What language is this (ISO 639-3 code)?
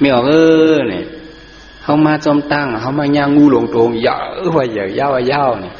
shn